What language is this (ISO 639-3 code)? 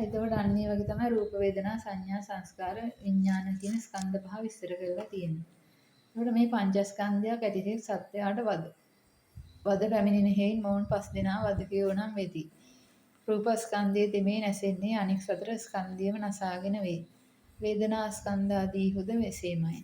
sin